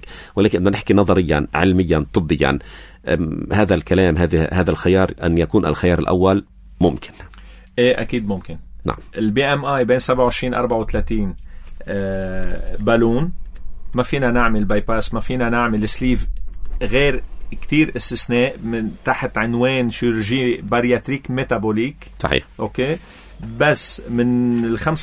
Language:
North Levantine Arabic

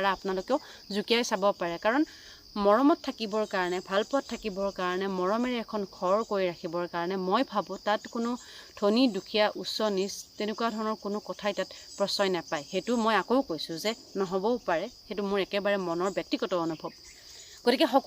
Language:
Assamese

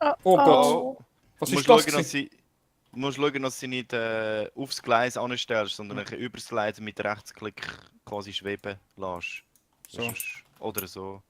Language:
Swiss German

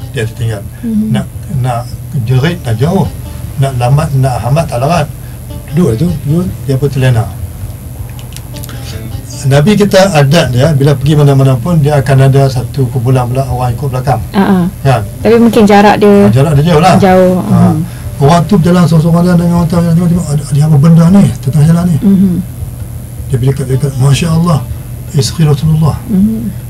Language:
Malay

